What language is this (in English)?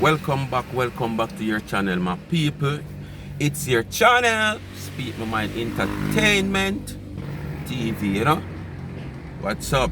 Jamaican Creole English